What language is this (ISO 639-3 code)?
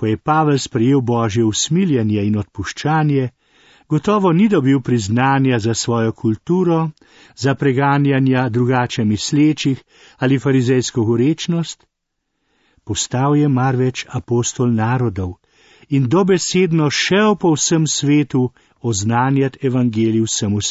slv